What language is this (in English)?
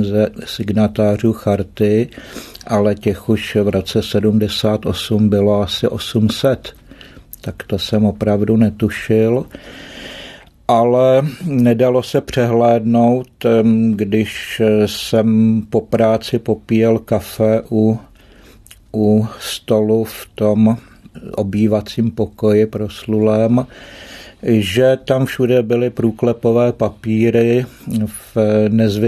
Czech